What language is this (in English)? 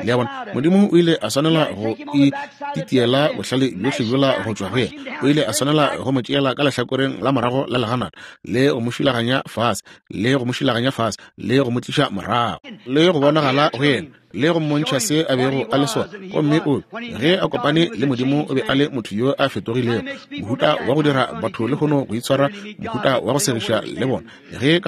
Northern Sotho